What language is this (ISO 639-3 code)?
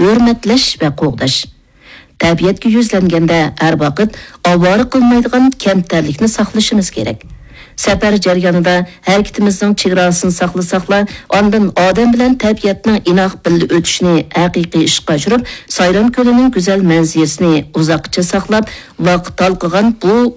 uig